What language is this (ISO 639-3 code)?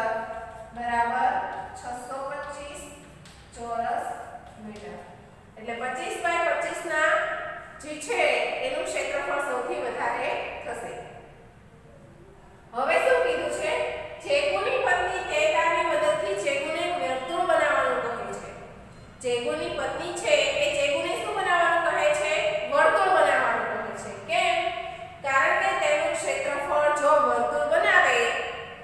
guj